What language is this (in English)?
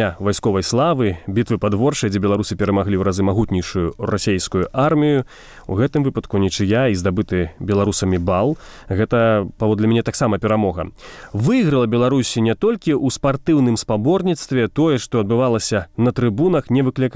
Belarusian